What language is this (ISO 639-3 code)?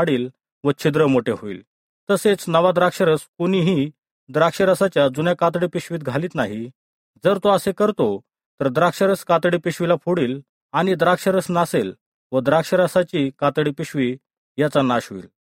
mar